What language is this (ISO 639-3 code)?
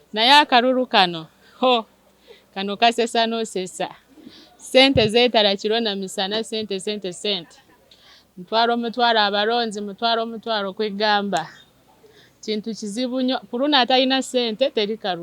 lug